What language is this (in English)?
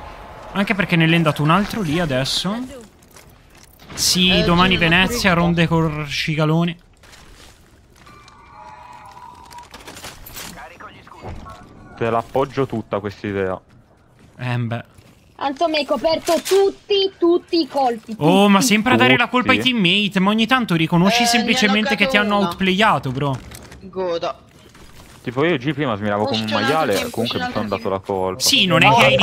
Italian